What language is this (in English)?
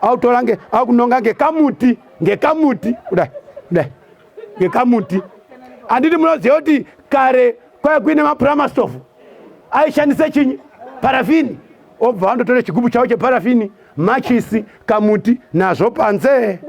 Shona